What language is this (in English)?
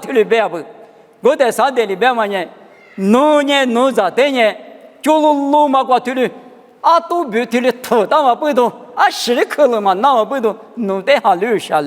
Lisu